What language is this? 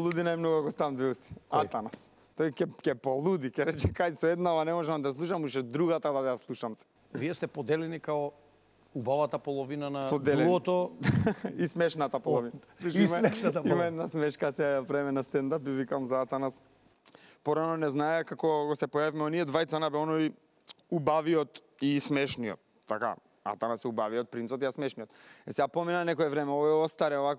Macedonian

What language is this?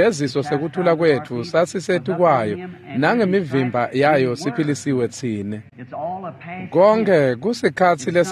Swati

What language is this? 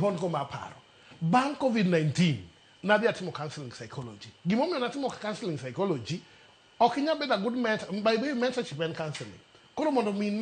Luo (Kenya and Tanzania)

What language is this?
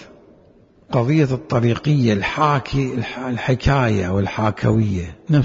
Mesopotamian Arabic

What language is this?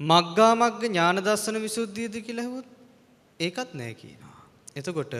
Sinhala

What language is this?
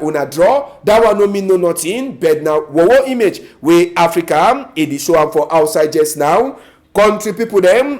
Cameroon Pidgin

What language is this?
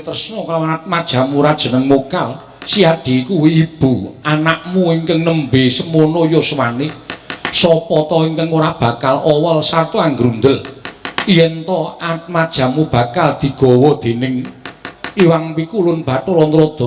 Javanese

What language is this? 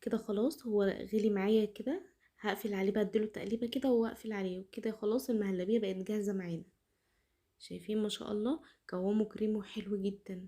Egyptian Arabic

